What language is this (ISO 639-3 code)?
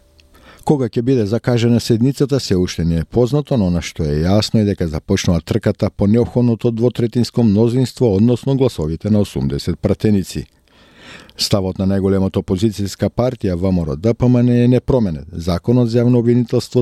mkd